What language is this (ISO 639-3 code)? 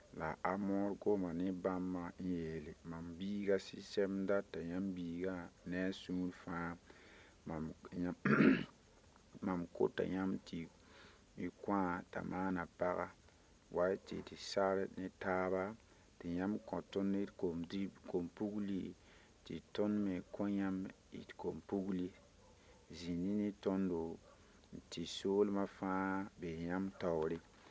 mos